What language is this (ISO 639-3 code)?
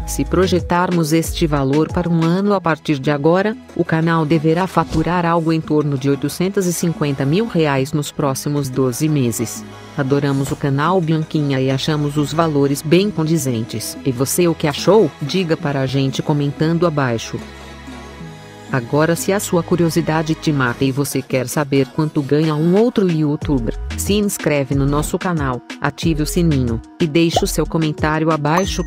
por